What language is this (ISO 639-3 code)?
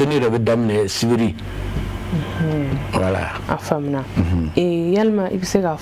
bam